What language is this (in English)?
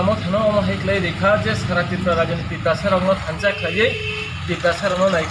Kok Borok